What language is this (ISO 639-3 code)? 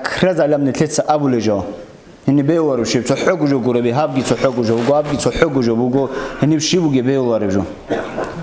ava